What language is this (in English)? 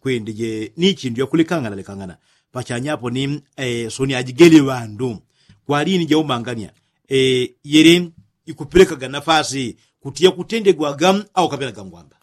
Yao